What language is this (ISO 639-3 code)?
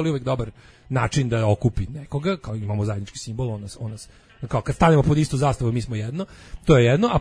srp